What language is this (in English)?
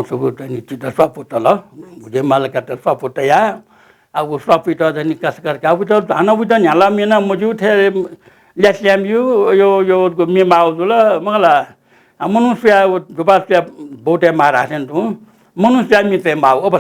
Newari